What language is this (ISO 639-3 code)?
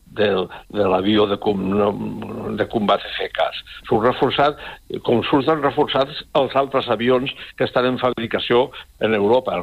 cat